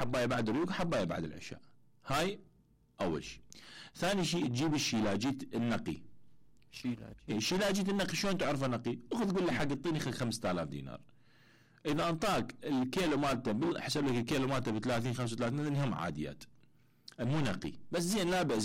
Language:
Mesopotamian Arabic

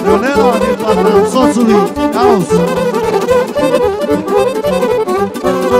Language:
Romanian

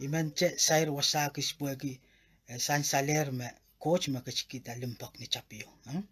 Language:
Pohnpeian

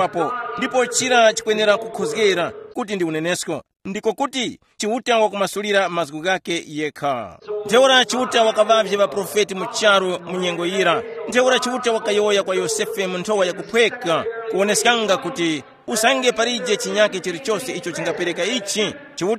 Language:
Tumbuka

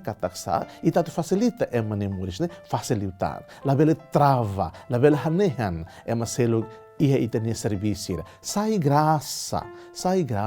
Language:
Tetum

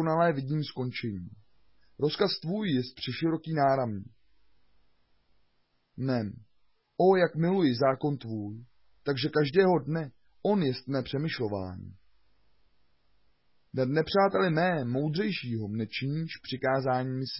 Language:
Czech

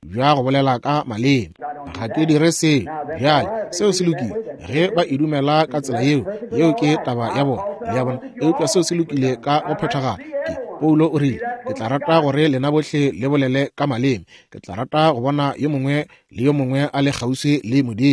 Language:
Northern Sotho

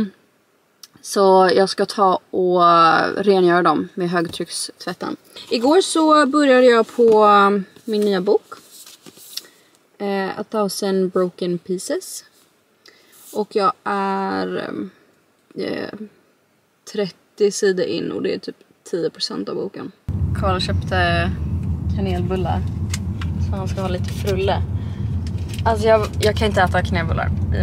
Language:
Swedish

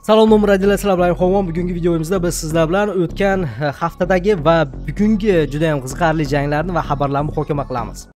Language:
Uzbek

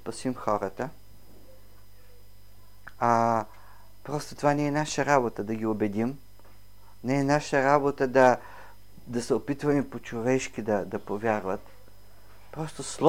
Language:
Bulgarian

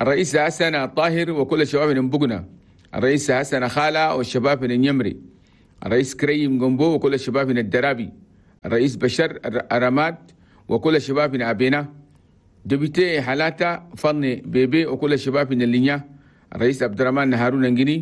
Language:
Chadian Arabic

